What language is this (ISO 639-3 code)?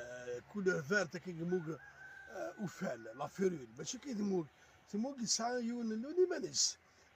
kab